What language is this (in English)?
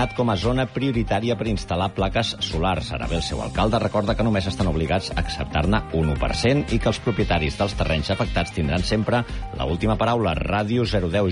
Catalan